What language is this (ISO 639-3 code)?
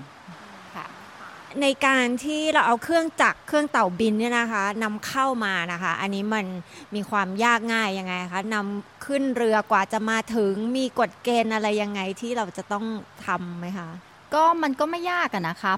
tha